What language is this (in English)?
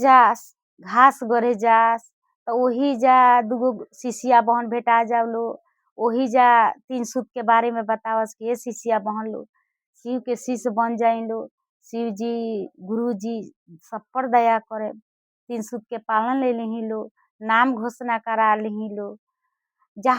Bhojpuri